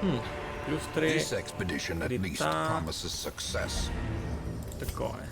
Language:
Rusyn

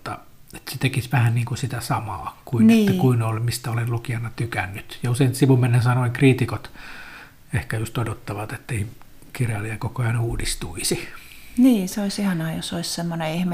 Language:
Finnish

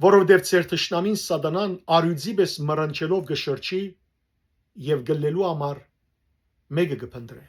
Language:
Western Armenian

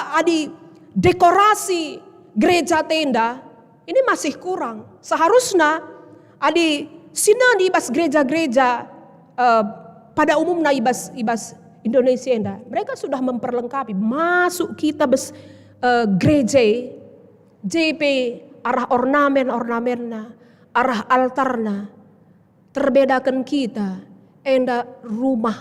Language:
Batak Karo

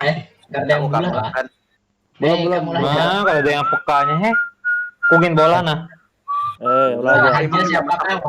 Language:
Banjar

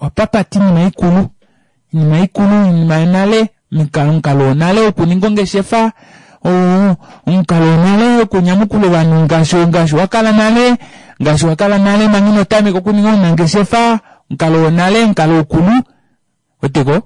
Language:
Kuanyama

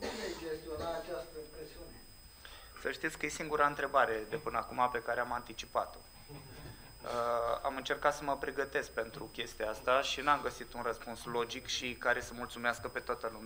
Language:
Romanian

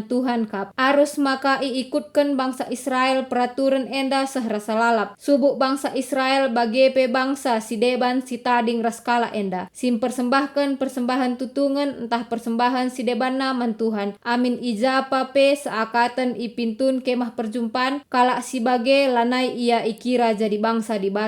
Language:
Batak Karo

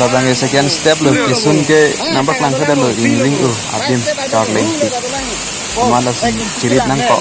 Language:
Karbi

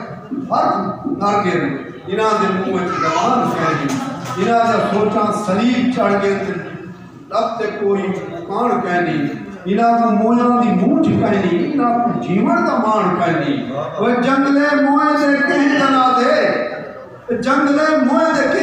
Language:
Saraiki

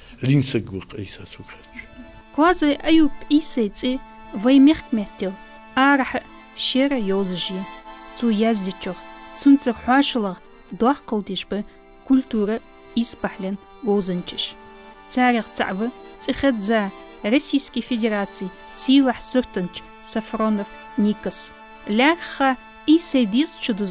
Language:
Ingush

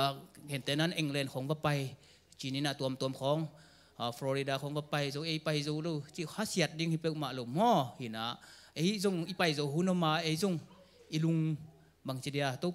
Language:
Tedim Chin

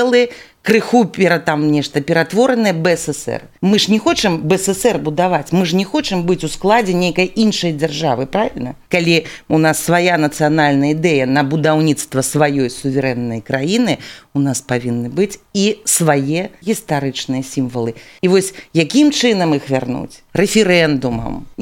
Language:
Belarusian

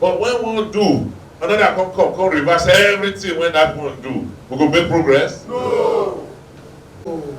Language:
Nigerian Pidgin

